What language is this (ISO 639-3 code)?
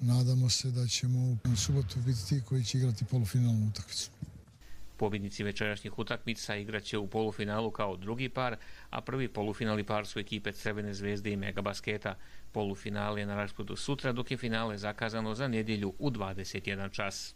hrv